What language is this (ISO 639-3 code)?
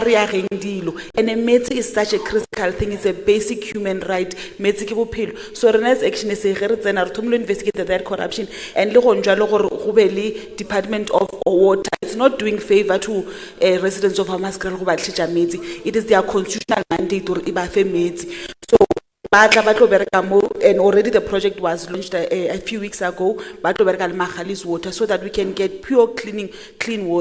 tsn